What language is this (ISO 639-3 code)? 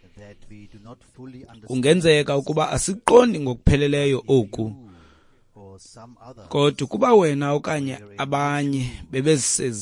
xho